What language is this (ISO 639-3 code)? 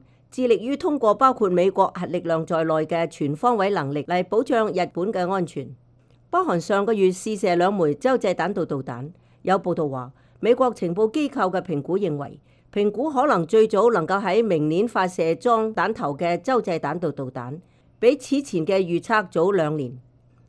yue